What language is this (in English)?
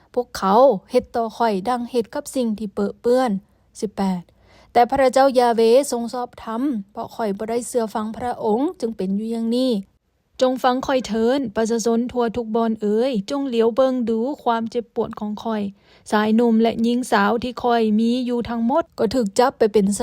Lao